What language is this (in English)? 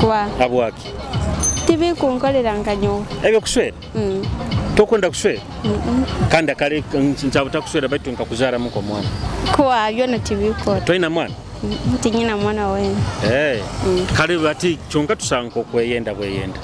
Nyoro